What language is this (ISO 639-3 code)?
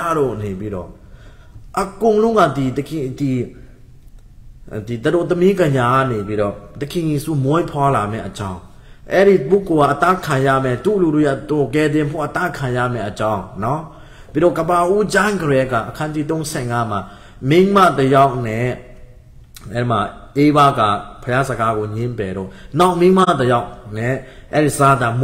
mya